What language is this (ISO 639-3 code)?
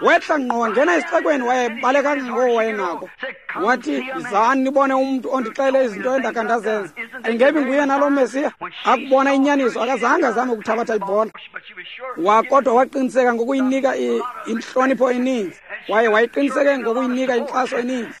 xho